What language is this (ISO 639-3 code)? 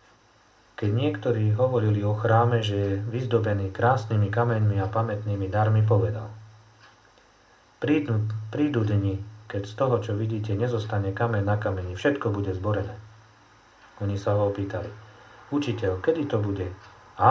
slk